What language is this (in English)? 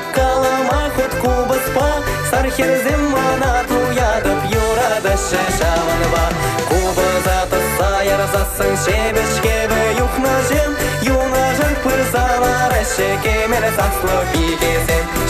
Chuvash